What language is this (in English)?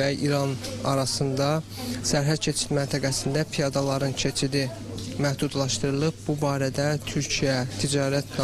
Azerbaijani